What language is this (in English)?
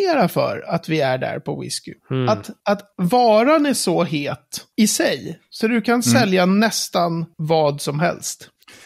Swedish